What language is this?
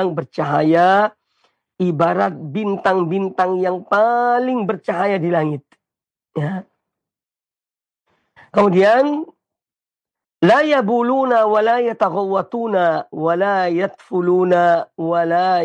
Indonesian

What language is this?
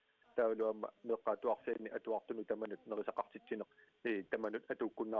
Kalaallisut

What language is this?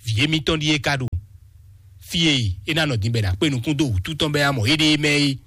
Fon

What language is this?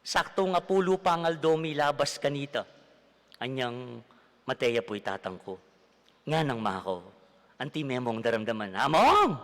Pampanga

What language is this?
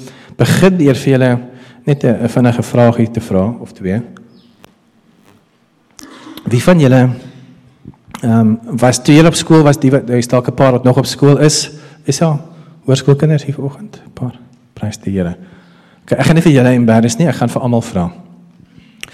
Afrikaans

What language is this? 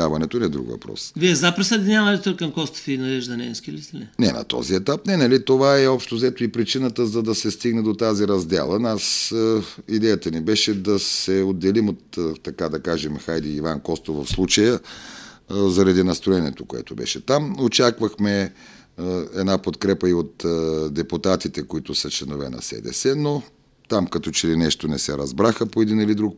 Bulgarian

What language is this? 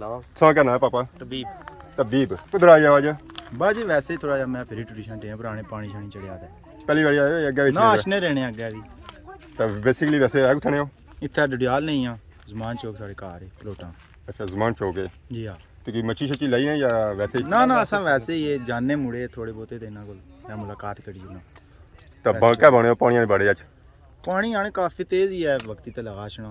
Pahari-Potwari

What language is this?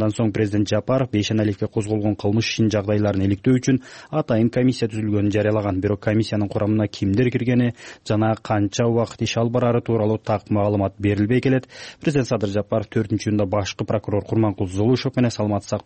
Kyrgyz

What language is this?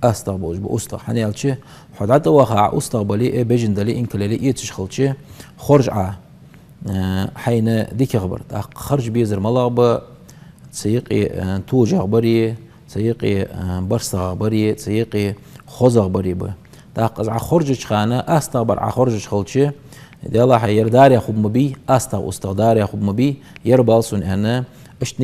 Ingush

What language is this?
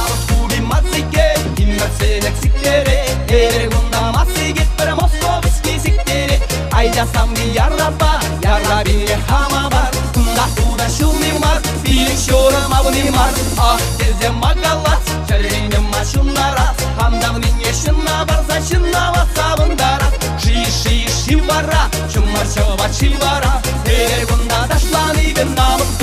Chuvash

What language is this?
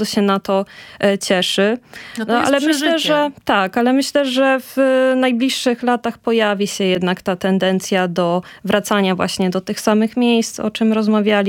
Polish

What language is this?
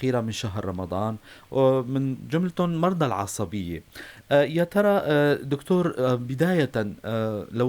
North Levantine Arabic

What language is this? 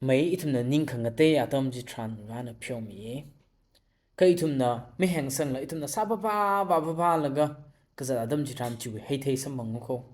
Tangkhul Naga (India)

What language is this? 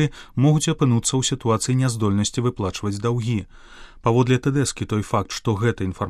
Belarusian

